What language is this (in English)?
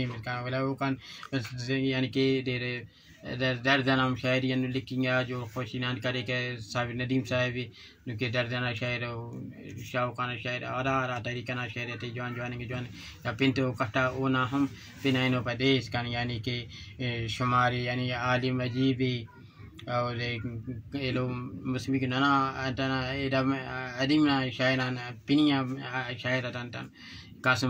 Brahui